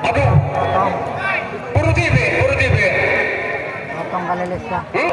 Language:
Madurese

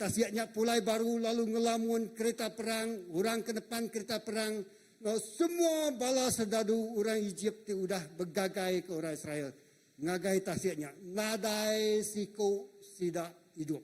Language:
Iban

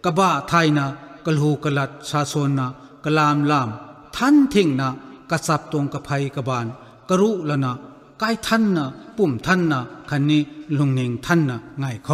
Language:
Thai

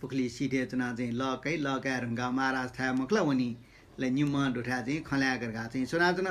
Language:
Newari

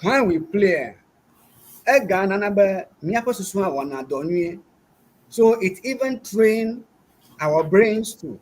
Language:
Ewe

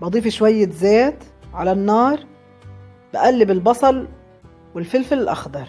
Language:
Egyptian Arabic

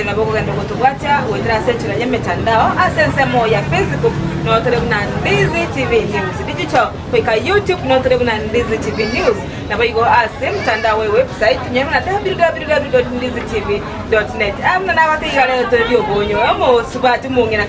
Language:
Gusii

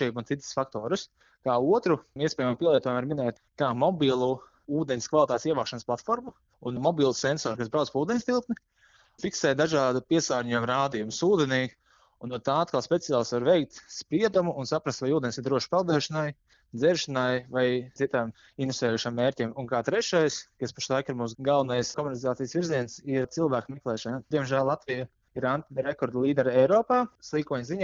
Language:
Latvian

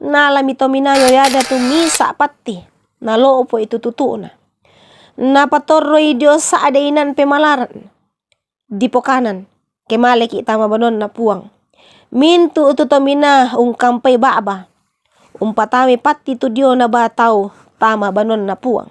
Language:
Toraja-Sa'dan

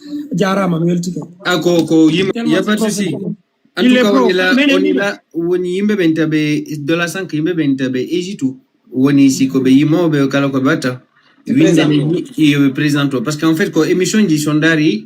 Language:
Fula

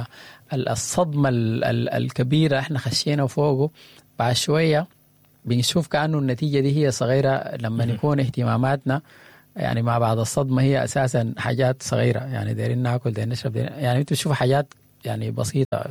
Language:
Sudanese Arabic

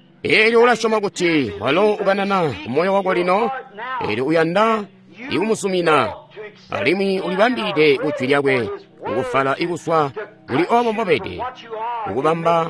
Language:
Tonga (Zambia)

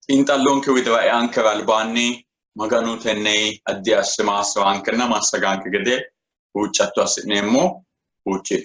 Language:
Sidamo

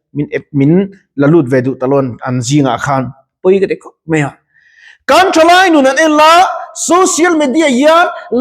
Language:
Mizo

